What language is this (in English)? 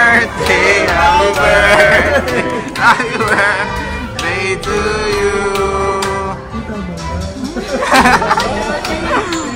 Filipino